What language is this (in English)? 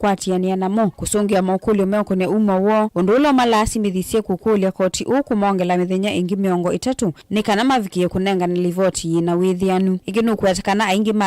Kamba